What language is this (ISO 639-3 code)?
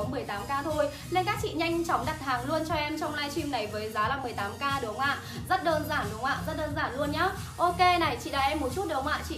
vie